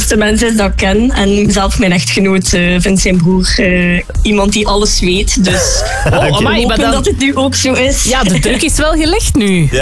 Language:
Dutch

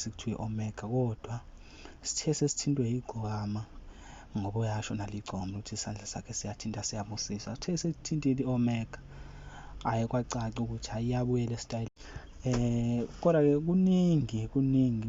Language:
Zulu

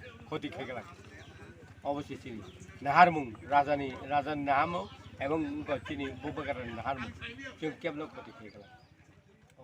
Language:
Kok Borok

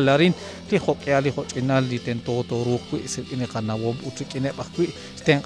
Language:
Kekchí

